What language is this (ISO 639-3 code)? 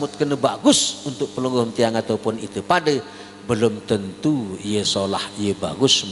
sas